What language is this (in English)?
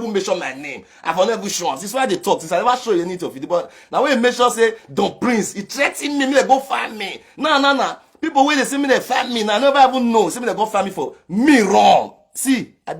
Nigerian Pidgin